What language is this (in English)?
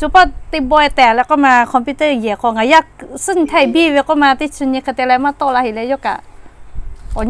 Lahu